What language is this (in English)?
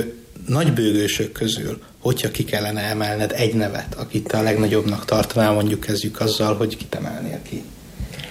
Hungarian